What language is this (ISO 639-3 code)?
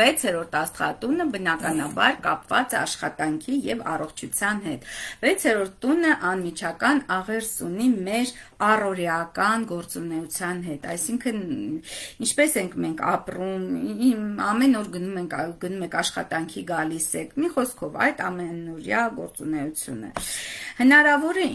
hye